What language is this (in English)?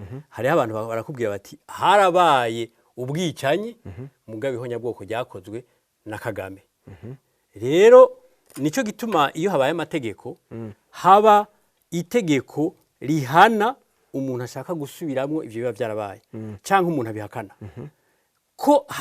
Rundi